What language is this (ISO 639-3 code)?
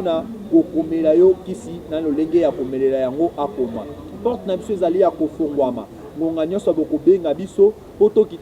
lin